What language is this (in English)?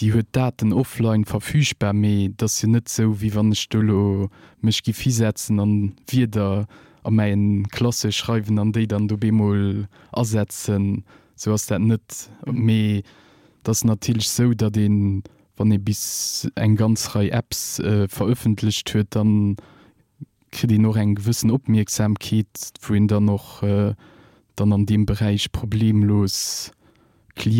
Luxembourgish